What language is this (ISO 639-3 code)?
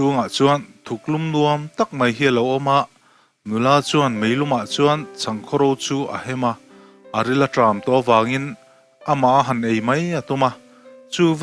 lus